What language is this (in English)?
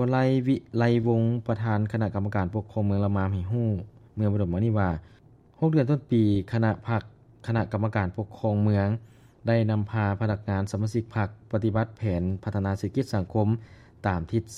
Lao